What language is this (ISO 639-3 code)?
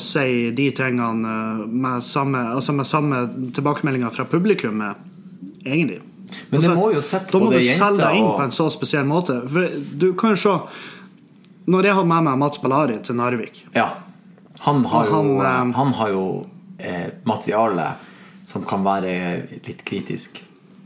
nor